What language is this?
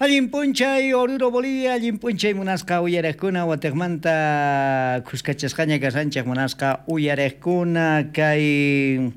South Bolivian Quechua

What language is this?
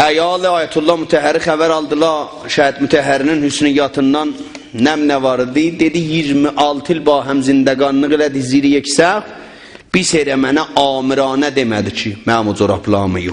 South Azerbaijani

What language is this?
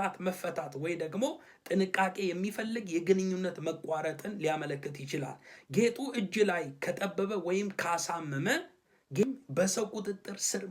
Amharic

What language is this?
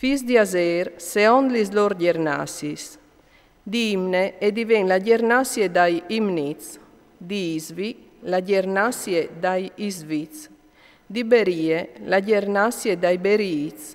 Friulian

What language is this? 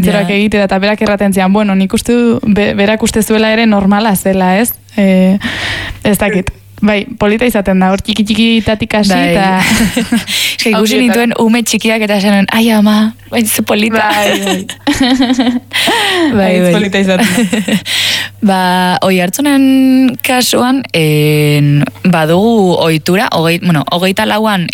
Basque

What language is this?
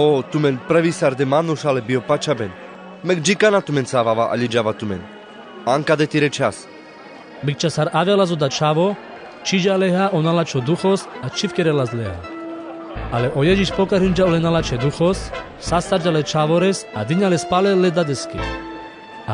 Carpathian Romani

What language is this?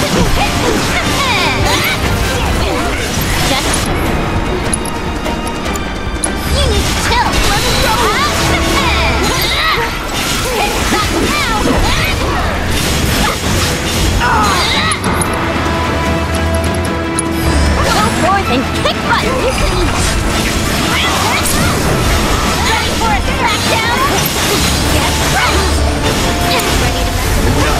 English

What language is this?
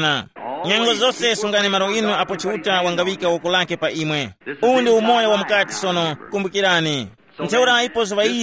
Tumbuka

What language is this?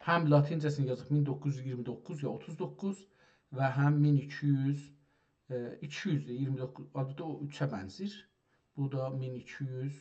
South Azerbaijani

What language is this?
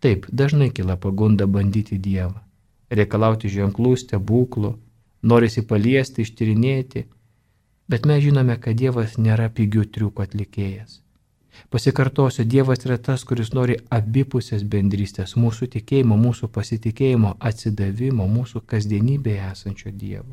Lithuanian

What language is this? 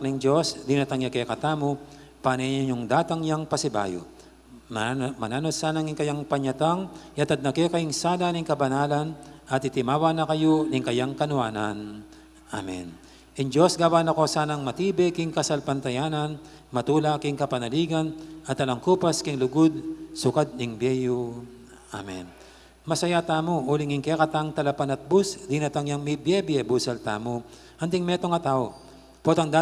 Pampanga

